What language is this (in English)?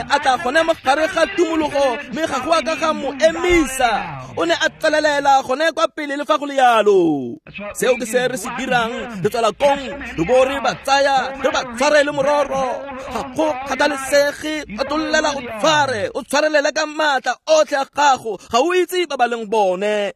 Tswana